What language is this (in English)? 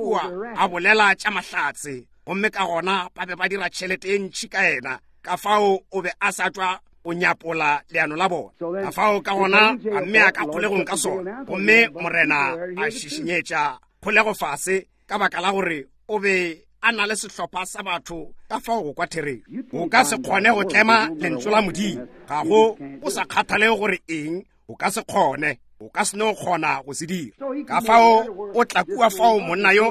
Northern Sotho